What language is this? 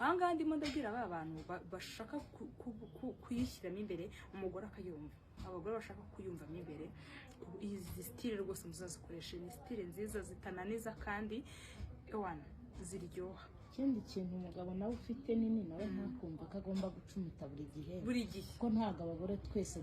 Kinyarwanda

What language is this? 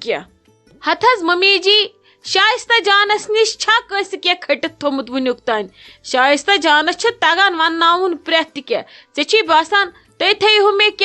Kashmiri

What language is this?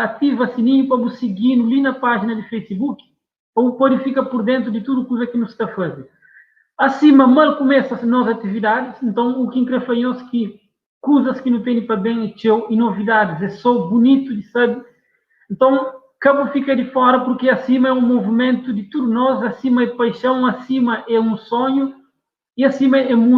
Kabuverdianu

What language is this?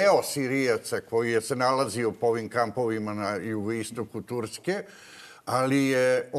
Serbian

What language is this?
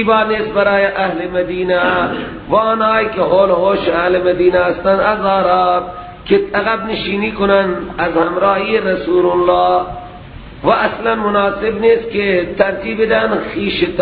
Persian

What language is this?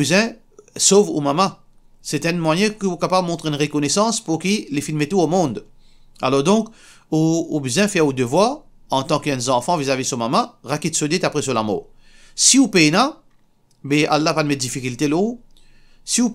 Morisyen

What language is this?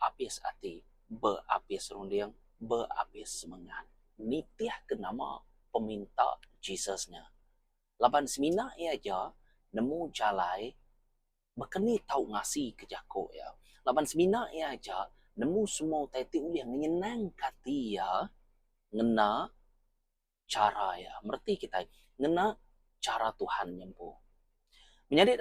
Iban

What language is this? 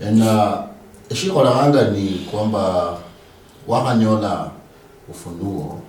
Luyia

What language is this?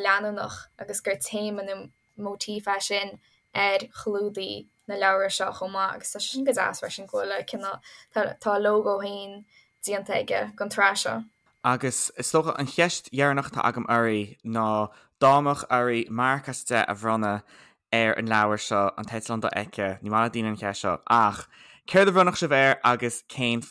Irish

